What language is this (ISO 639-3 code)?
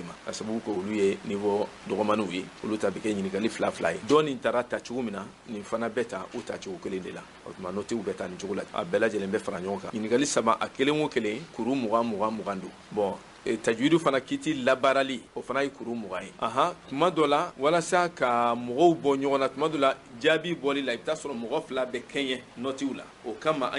bam